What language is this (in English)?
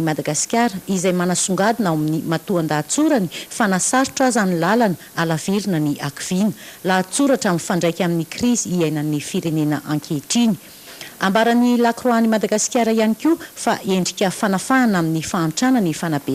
Malagasy